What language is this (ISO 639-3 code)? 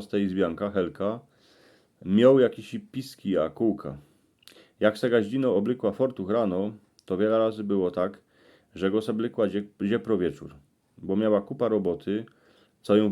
szl